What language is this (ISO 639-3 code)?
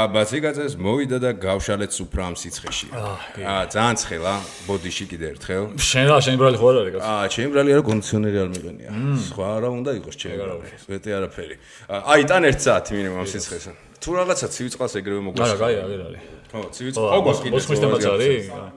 kat